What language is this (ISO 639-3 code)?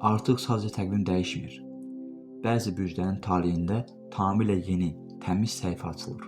aze